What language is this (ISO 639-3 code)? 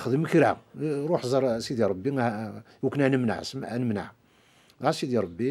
kab